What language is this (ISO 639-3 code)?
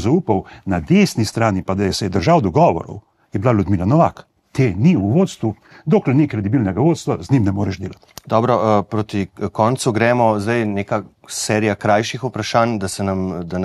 slv